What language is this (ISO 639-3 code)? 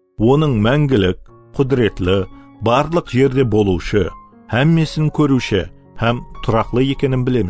kaa